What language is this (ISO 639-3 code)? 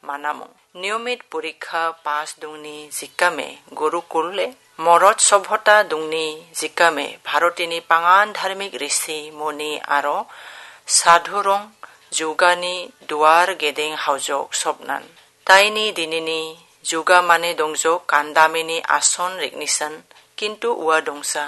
grt